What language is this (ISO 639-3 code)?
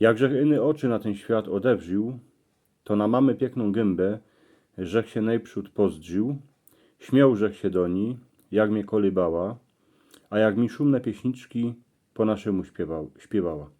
szl